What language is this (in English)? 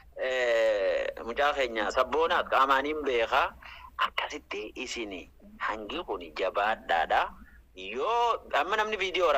Oromo